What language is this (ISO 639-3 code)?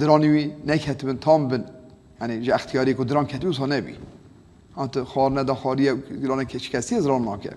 kur